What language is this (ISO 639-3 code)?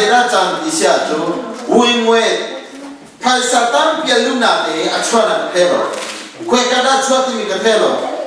cnh